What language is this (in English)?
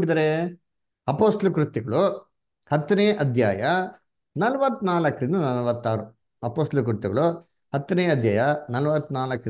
Kannada